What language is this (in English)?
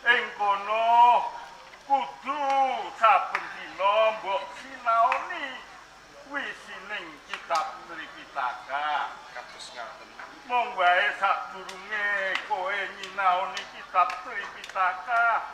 Javanese